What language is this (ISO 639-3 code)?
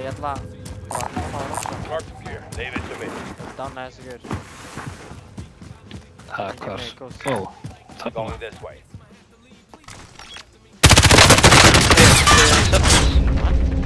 isl